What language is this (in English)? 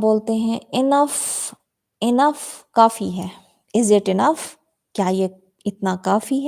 Saraiki